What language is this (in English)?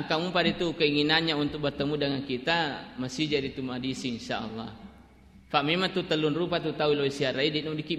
Buginese